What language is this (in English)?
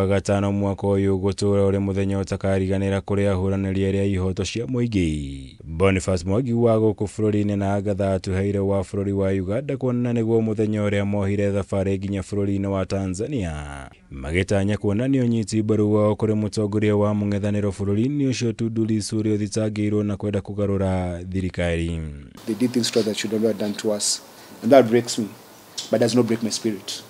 Kikuyu